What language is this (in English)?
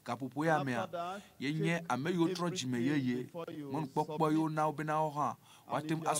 Ewe